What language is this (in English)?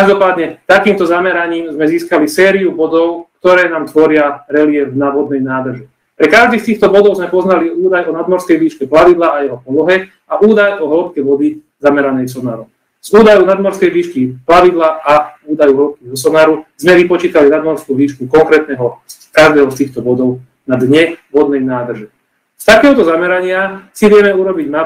Slovak